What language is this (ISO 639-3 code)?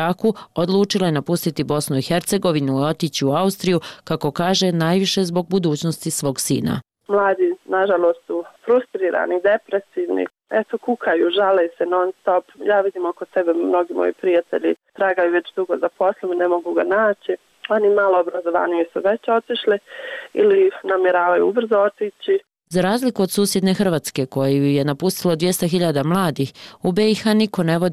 bos